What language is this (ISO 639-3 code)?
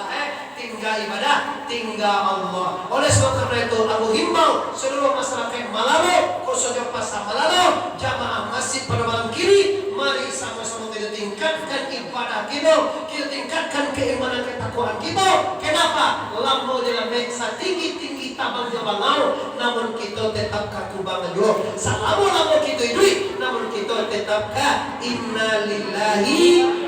min